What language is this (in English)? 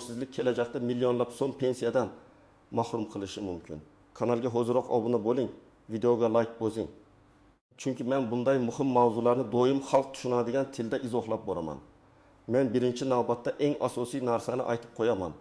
Uzbek